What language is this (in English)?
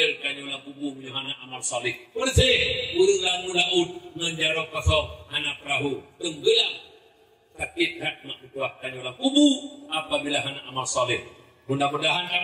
Achinese